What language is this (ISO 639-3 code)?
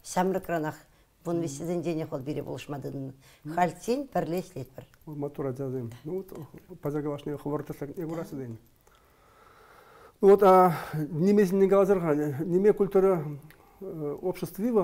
chv